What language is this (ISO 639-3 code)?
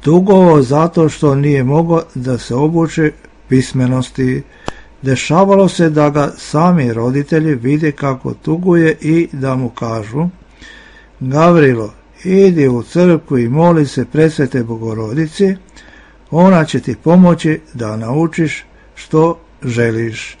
srp